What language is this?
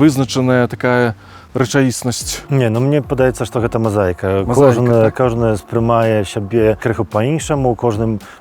Belarusian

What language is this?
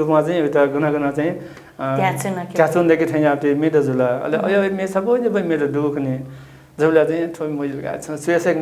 Newari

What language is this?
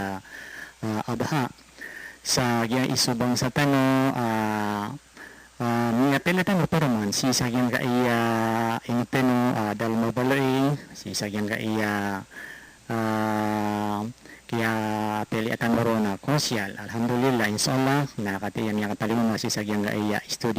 Maranao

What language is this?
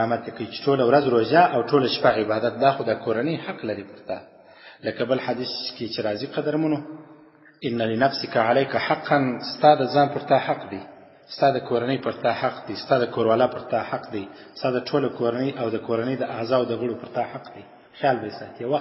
Pashto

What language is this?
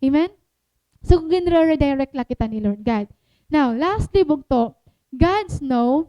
Waray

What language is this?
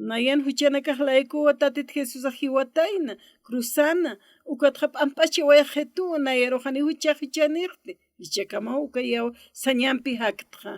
Aymara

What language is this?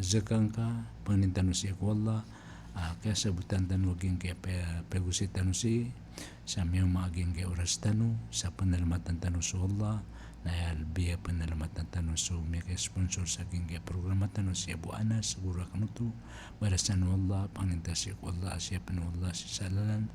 Maranao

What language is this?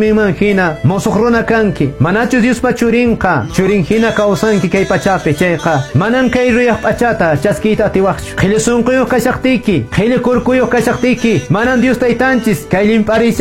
Quechua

